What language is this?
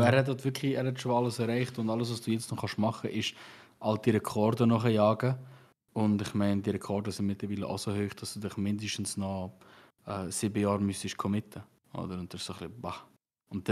Swiss German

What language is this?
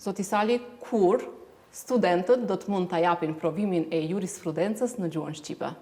Albanian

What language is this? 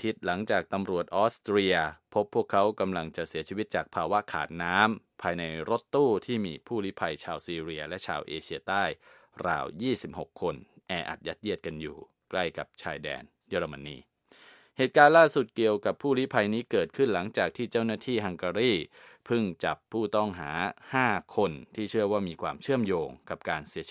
Thai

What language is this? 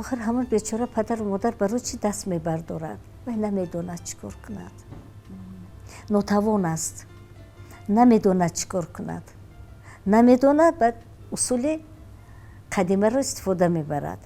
Tajik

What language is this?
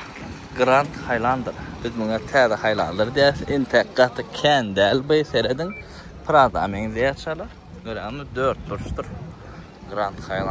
Turkmen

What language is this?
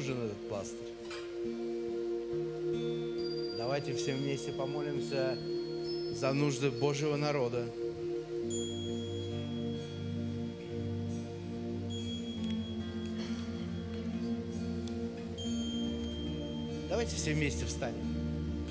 Russian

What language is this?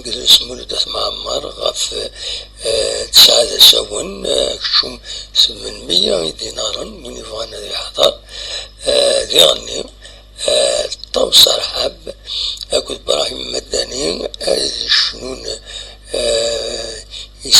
Kabyle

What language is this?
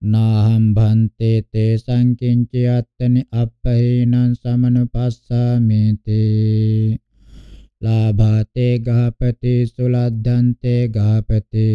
Pali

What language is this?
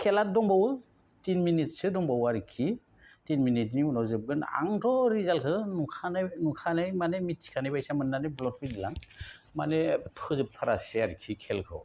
Bodo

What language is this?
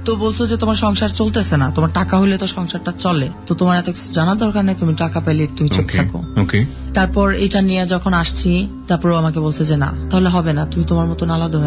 Bangla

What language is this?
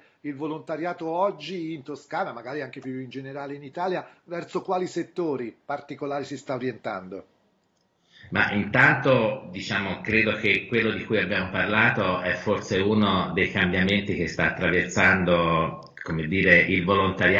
Italian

